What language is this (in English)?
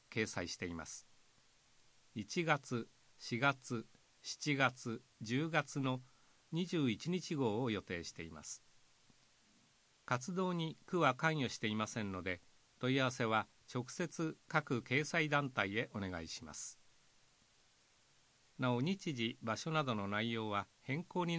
Japanese